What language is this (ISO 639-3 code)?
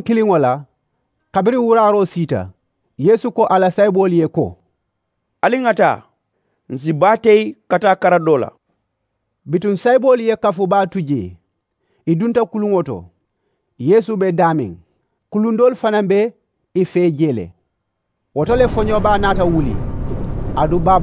man